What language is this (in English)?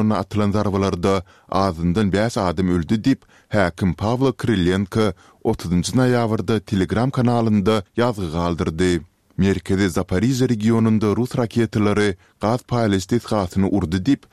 Turkmen